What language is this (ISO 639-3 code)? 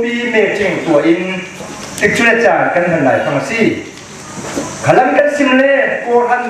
cfm